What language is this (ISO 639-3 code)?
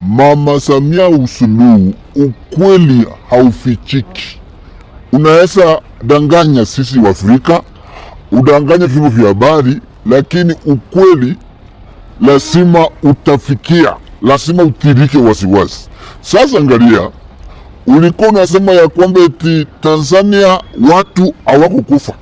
swa